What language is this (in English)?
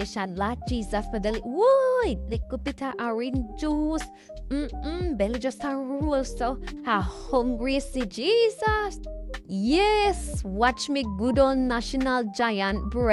Jamaican Creole English